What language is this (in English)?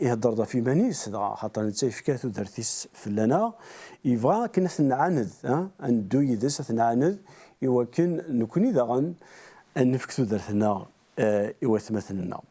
Kabyle